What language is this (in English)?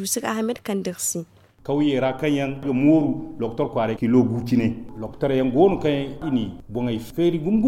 Zarma